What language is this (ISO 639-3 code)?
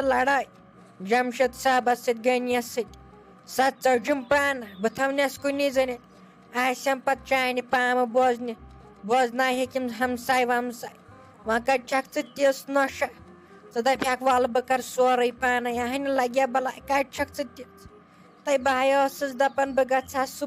kas